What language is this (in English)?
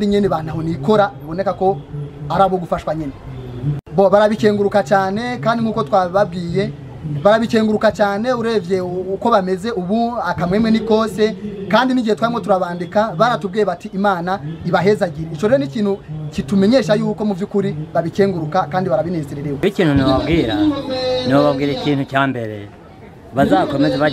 Rundi